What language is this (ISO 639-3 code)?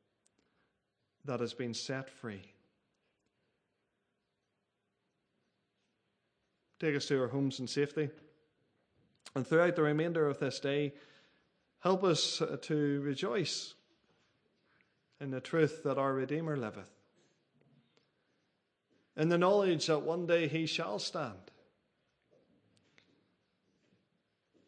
eng